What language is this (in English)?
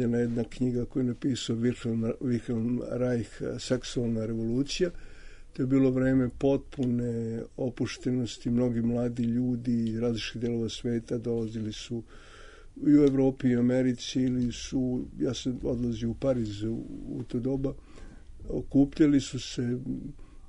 Serbian